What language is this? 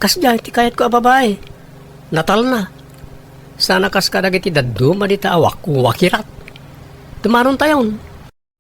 Iloko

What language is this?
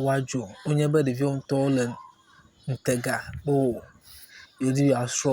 Ewe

